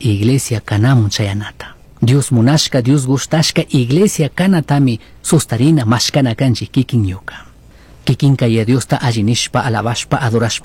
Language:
Chimborazo Highland Quichua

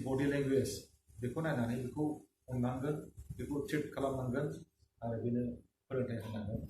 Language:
Bodo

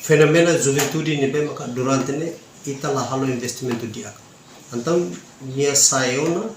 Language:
Tetum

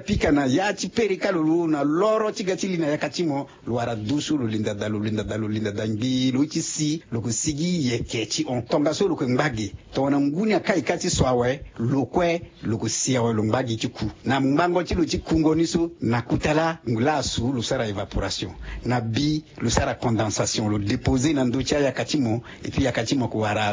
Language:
Sango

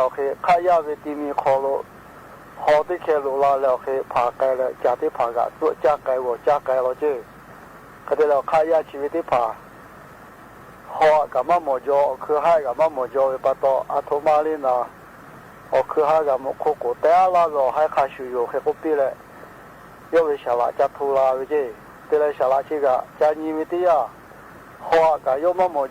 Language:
Lahu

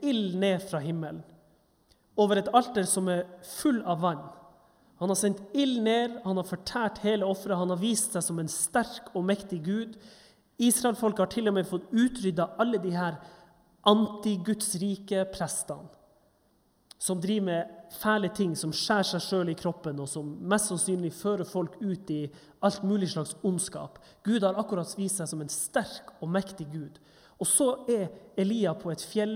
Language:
Norwegian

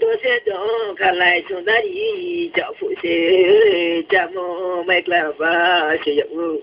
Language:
Riang (India)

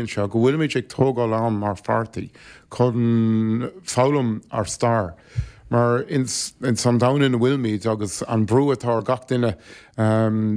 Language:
Irish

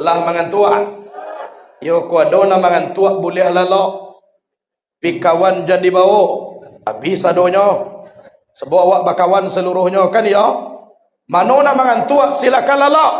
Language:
Minangkabau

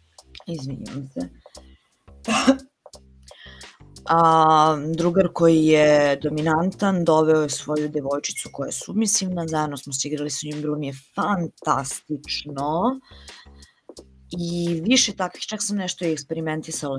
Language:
Serbian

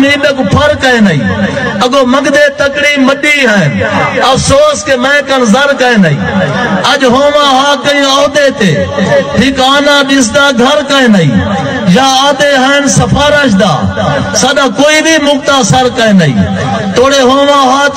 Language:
Saraiki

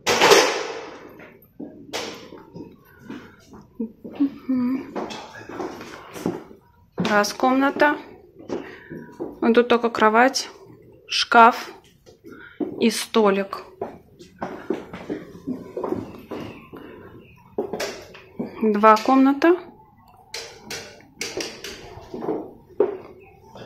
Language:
Russian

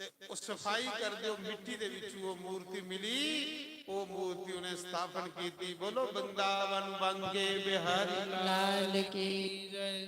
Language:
Dogri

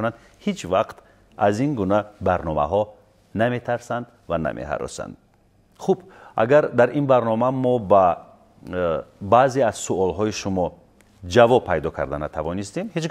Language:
Tajik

